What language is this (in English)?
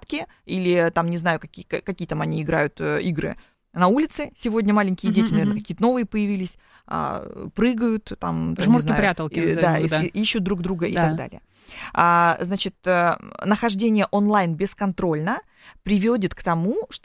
Russian